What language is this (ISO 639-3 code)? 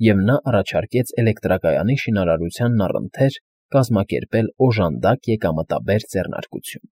hye